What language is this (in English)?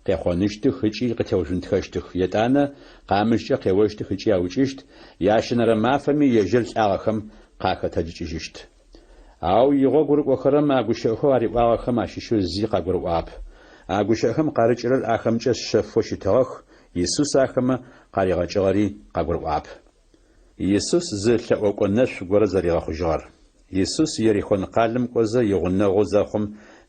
Adyghe